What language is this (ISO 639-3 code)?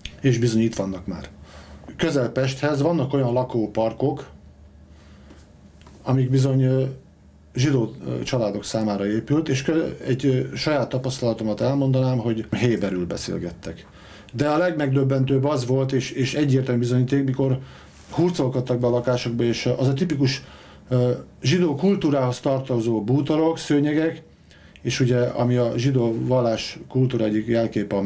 hun